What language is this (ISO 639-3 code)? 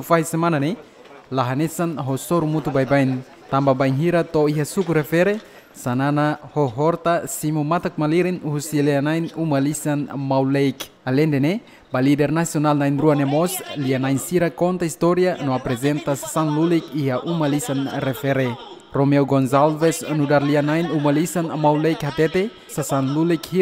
tet